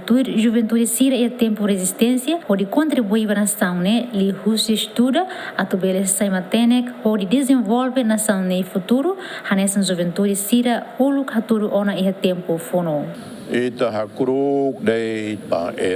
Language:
Tetum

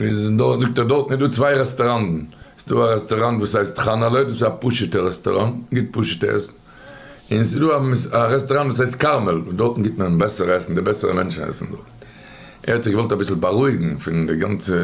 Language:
Yiddish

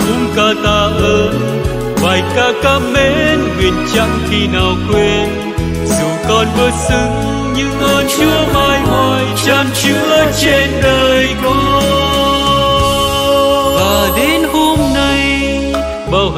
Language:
Vietnamese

